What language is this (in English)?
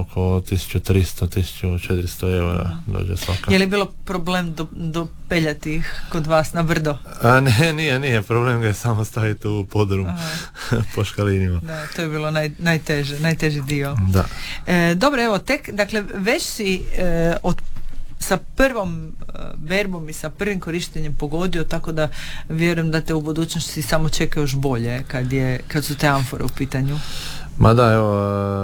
Croatian